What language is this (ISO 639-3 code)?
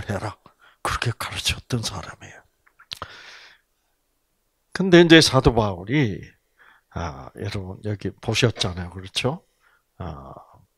kor